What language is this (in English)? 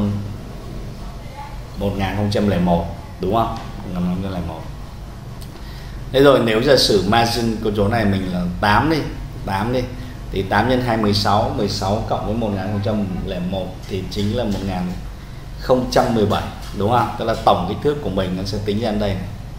Vietnamese